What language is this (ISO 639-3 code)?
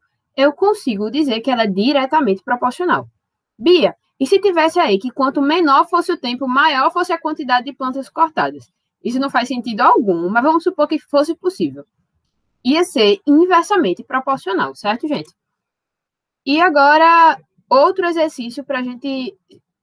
por